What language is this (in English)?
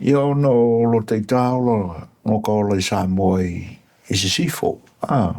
Samoan